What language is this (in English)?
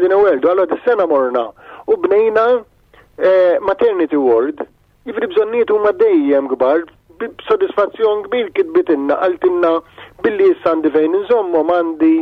Maltese